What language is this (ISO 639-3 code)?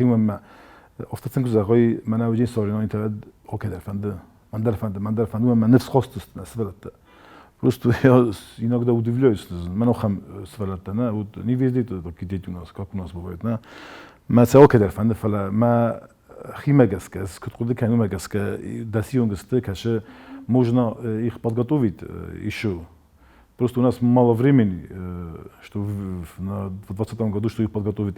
oss